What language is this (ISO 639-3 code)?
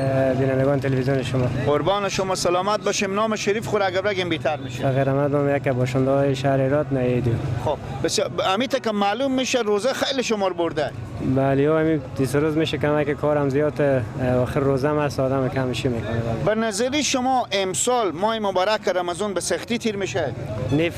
fas